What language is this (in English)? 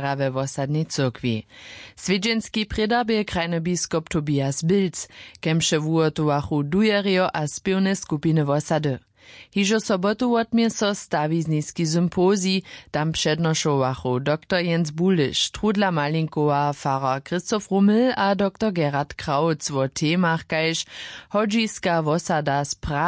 Upper Sorbian